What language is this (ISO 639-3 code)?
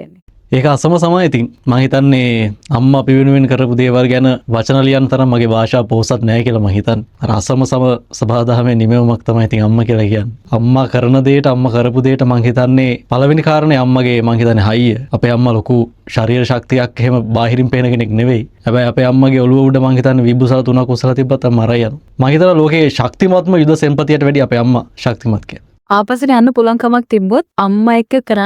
sin